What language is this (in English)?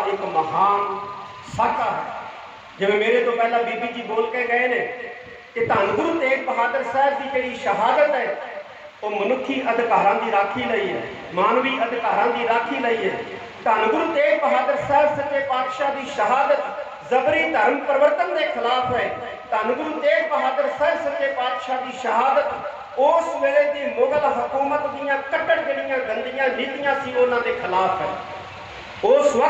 Punjabi